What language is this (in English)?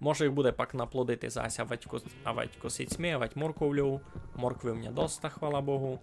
Rusyn